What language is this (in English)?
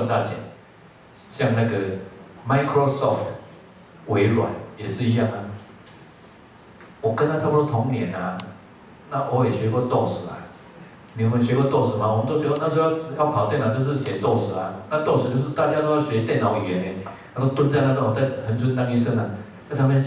Chinese